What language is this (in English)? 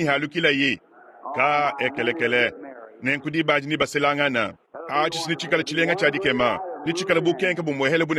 Luba-Lulua